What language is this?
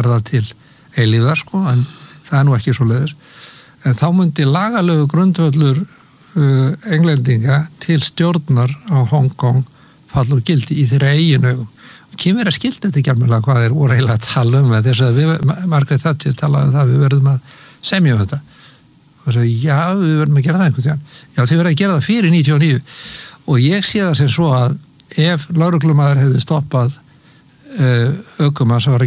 Icelandic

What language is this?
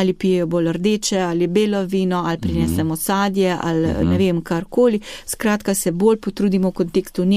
Slovenian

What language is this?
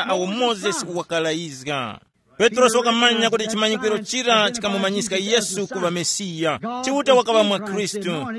Tumbuka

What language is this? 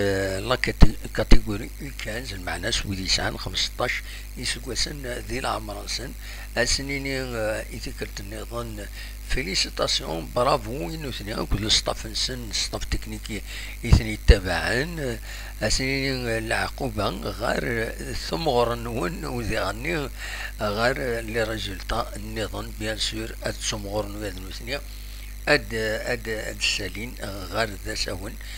Kabyle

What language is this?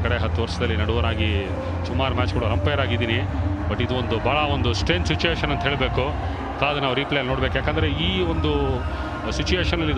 Kannada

